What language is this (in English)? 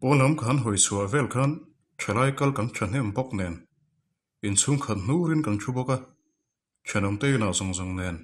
Mizo